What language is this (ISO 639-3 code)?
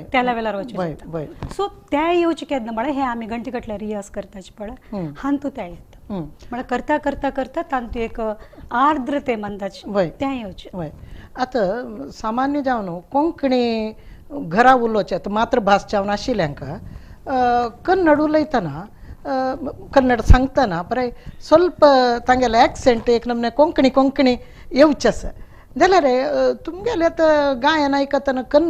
kok